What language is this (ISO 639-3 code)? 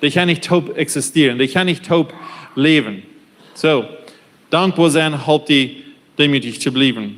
pdt